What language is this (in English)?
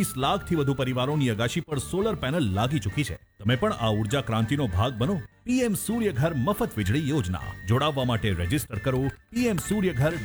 Gujarati